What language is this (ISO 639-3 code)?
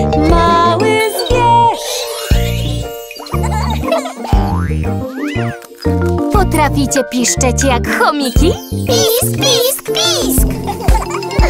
pol